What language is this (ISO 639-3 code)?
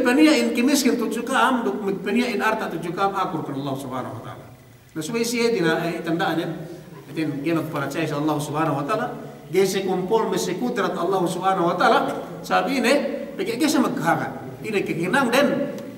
yka